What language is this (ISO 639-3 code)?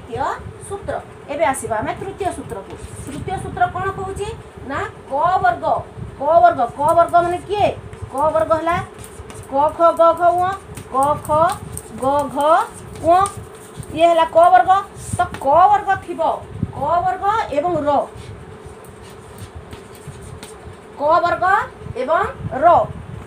ori